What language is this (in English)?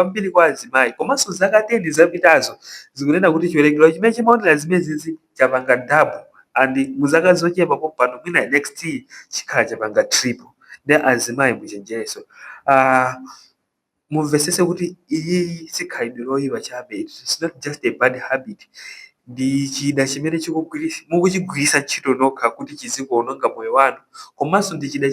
Nyanja